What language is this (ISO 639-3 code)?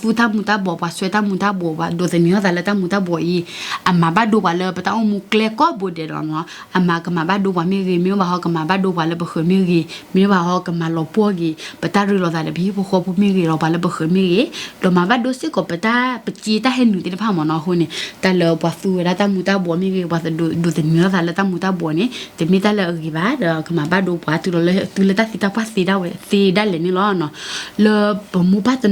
ksw